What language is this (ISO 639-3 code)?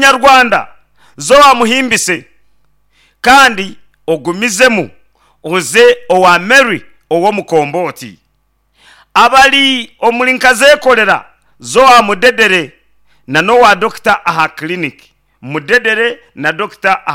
nyn